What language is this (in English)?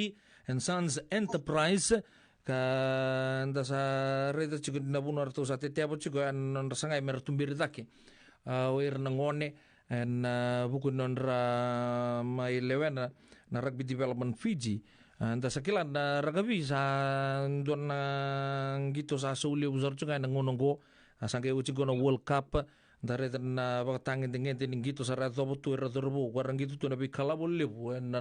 Fijian